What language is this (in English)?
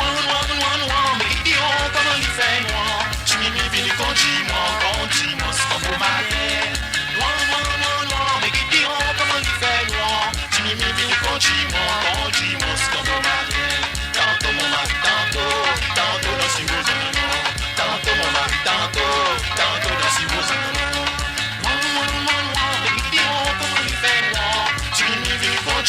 Morisyen